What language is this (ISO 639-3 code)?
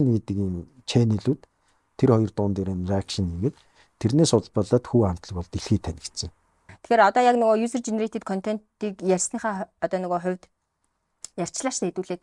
mon